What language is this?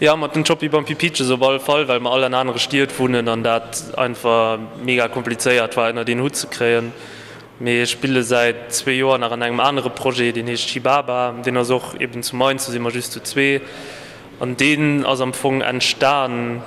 Luxembourgish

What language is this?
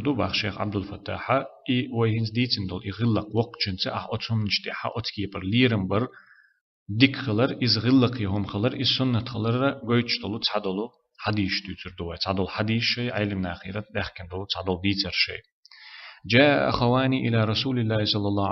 Chechen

